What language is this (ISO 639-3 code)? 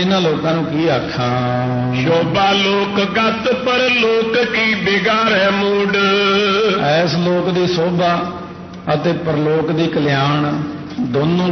pan